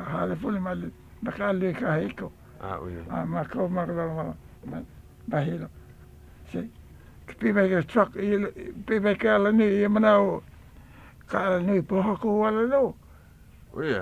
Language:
Hawaiian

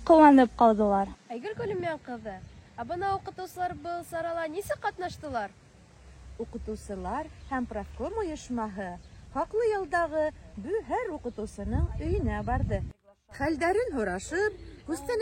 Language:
Bashkir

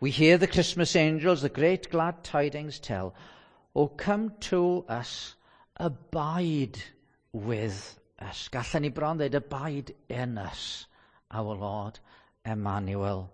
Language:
Welsh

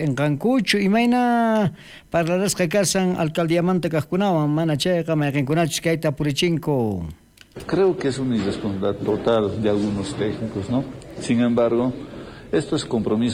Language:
South Bolivian Quechua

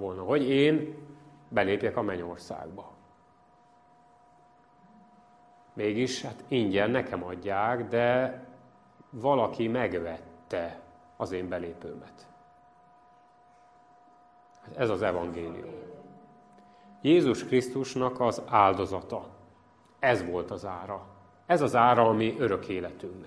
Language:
Hungarian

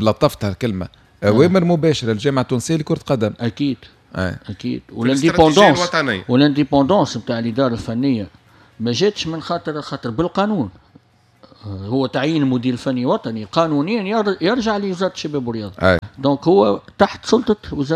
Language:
Tunisian Arabic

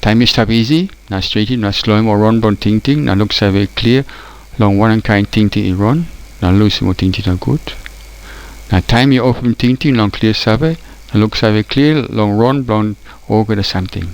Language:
Tok Pisin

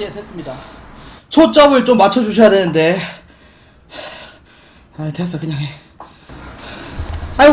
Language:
Korean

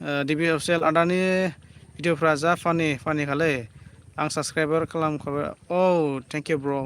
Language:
Bodo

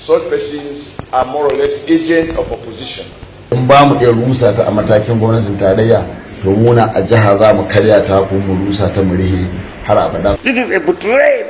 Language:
Hausa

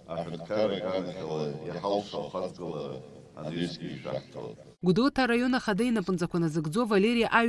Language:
Abkhazian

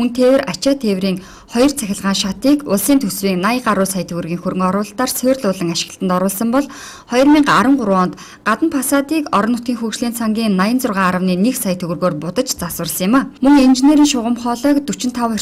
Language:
Mongolian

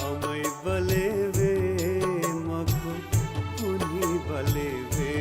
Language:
Newari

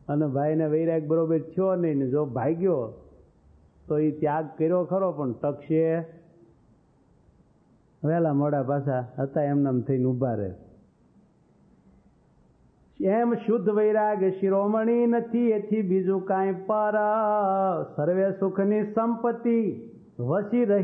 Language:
Gujarati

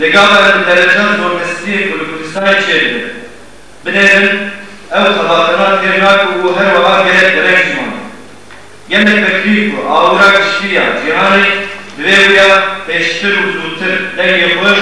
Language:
Kurdish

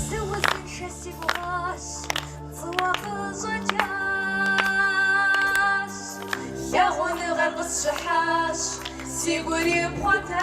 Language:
Kabardian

